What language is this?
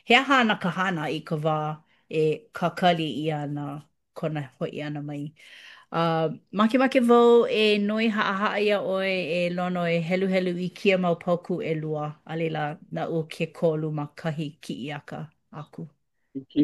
Hawaiian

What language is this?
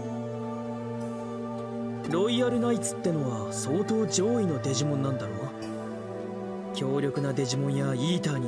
Japanese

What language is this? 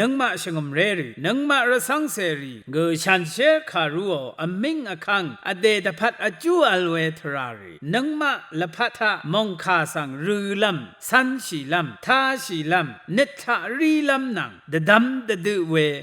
Rawang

